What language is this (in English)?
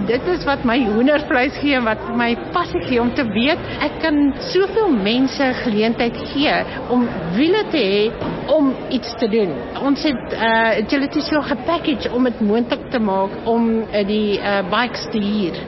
Afrikaans